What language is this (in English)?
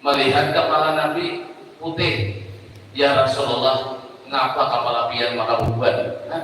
Banjar